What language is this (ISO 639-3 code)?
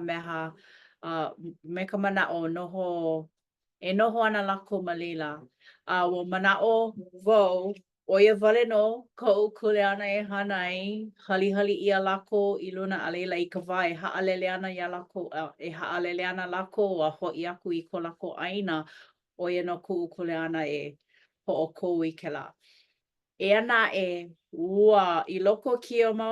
haw